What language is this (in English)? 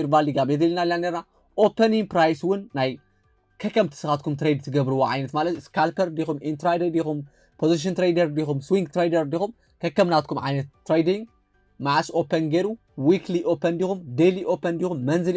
Tigrinya